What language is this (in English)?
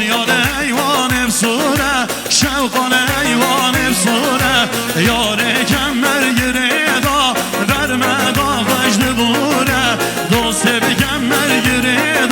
Kurdish